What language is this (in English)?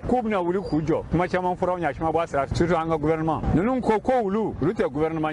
Bambara